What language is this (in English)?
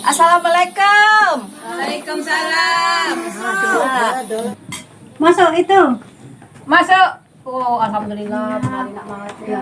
Musi